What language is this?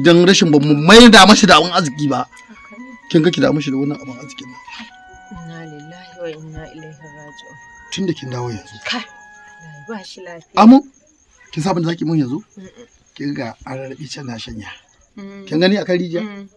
Hausa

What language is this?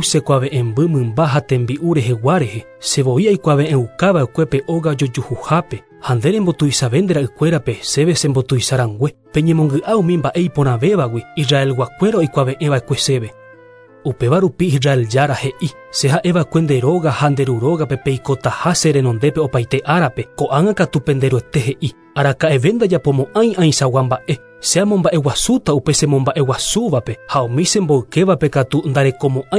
Guarani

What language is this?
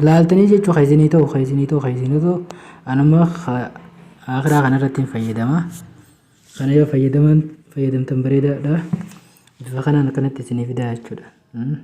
Oromo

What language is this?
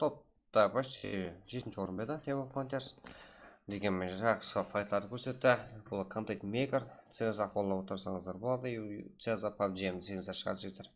Kara-Kalpak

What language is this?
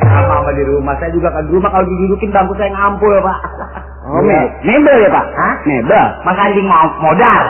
Betawi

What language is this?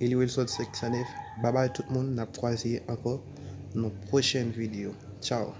Haitian Creole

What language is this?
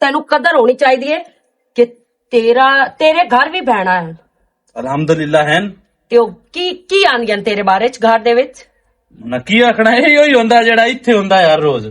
Western Panjabi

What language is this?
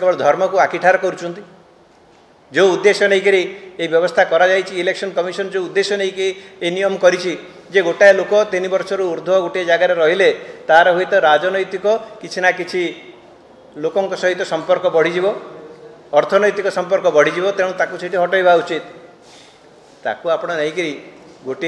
Odia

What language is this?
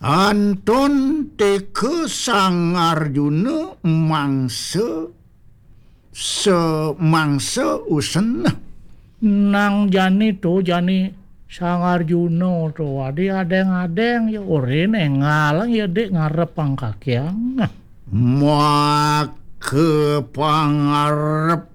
Balinese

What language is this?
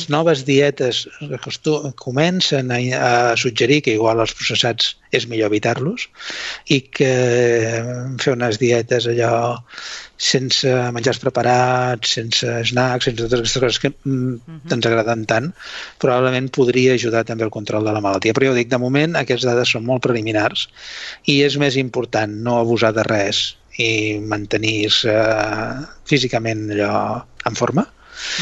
Catalan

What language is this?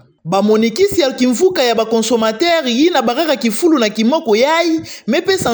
Kituba (Democratic Republic of Congo)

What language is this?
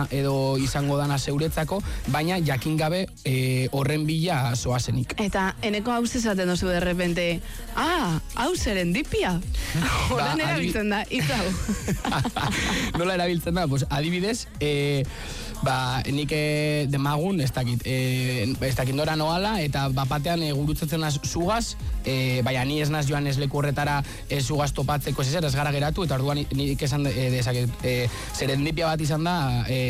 Basque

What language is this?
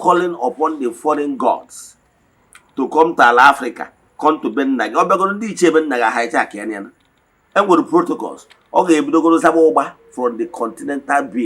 Igbo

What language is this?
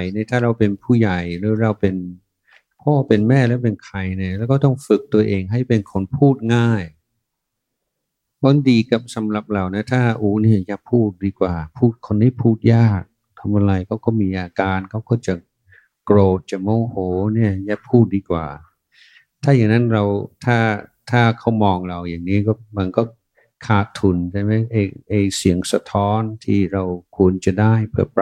Thai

